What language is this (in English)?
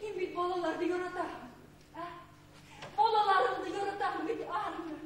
Bashkir